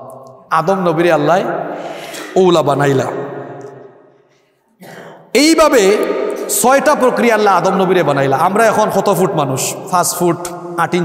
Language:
Bangla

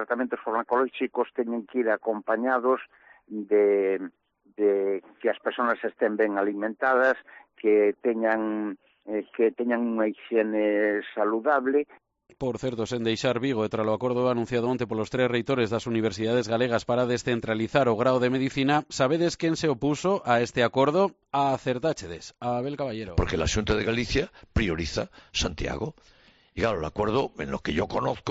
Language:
Galician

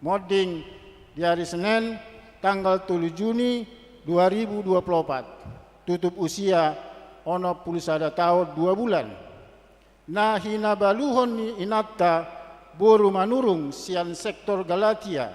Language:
Batak Toba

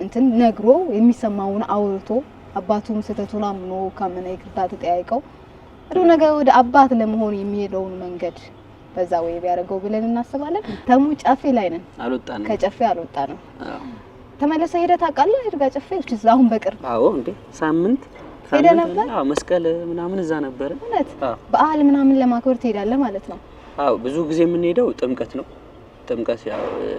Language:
Amharic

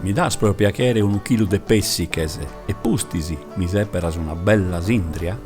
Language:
Sardinian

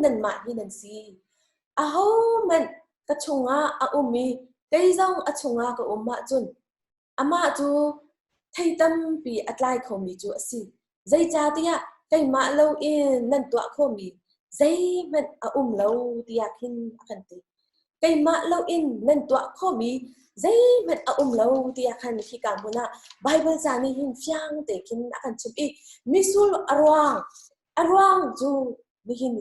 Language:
Hakha Chin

